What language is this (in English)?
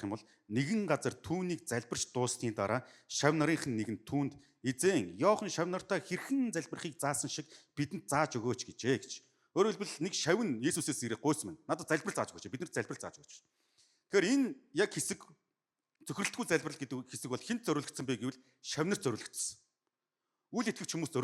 Mongolian